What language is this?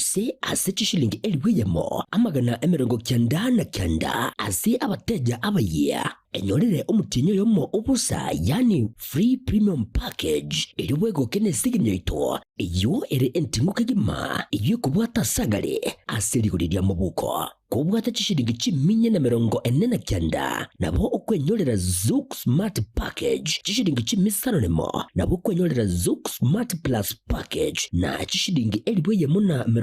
Gusii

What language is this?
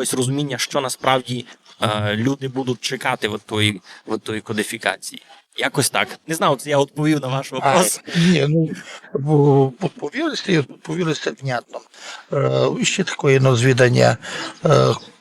Rusyn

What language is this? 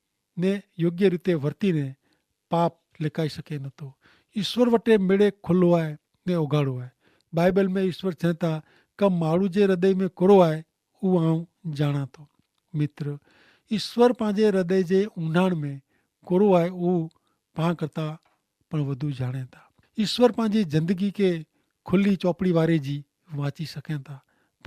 Kachhi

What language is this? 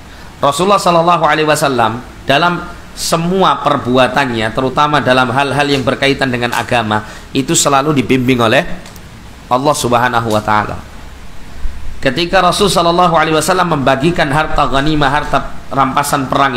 Indonesian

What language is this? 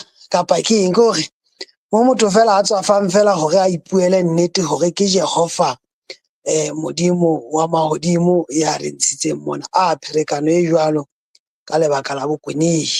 Southern Sotho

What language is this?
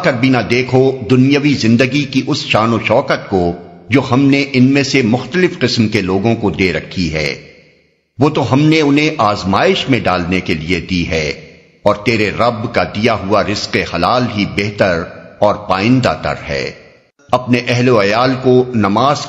Urdu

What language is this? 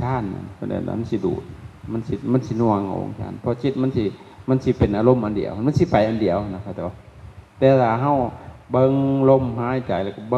Lao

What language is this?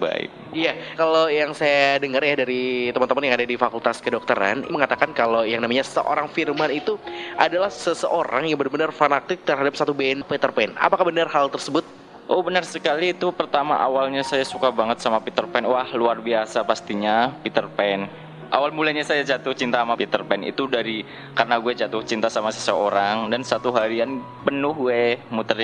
Indonesian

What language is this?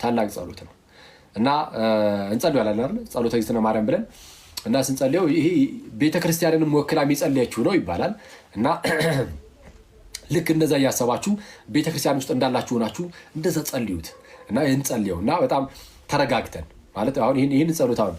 Amharic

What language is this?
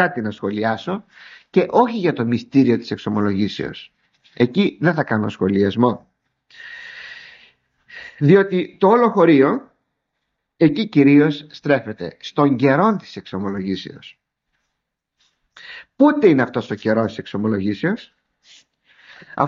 Greek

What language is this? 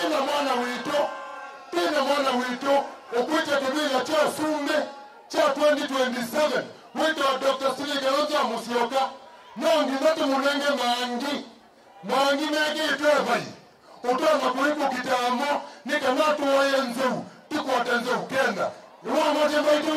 Kamba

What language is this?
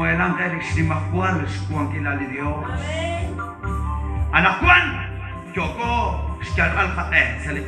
Kekchí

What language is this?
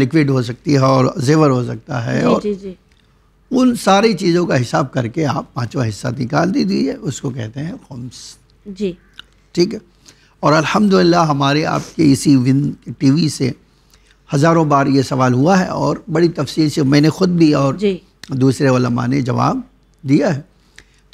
Urdu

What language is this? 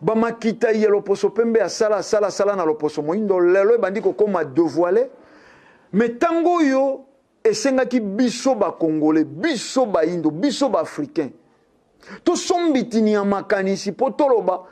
Lingala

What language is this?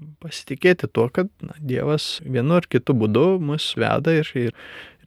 Lithuanian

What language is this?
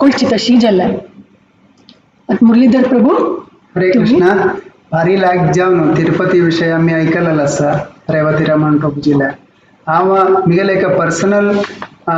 Konkani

